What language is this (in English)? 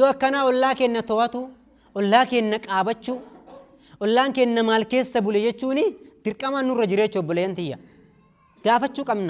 Oromo